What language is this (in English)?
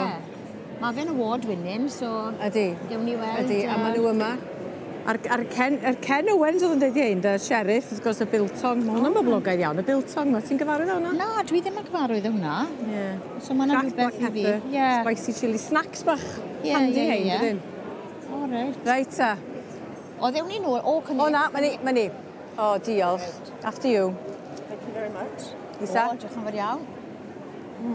Welsh